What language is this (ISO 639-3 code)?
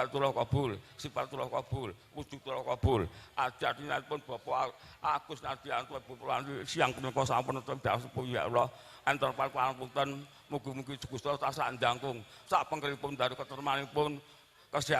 jav